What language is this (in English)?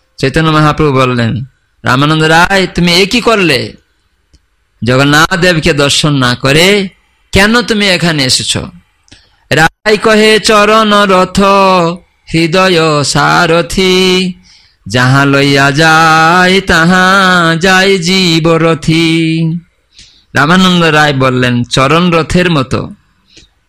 Bangla